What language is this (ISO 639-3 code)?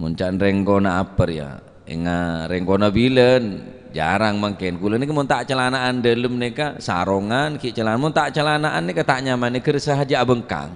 mad